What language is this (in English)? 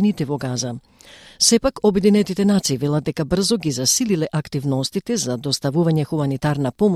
Macedonian